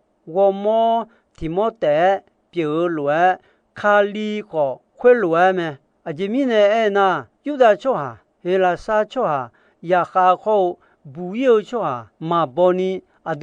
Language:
Akha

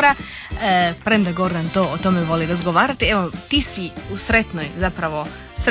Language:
Croatian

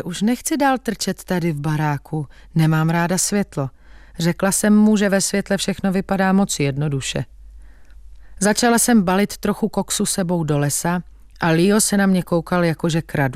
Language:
Czech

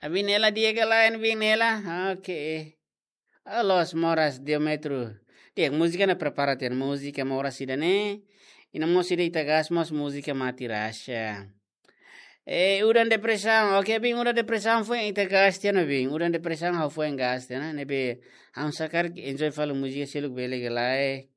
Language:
Tetum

